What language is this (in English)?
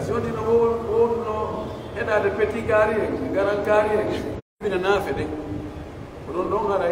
Pular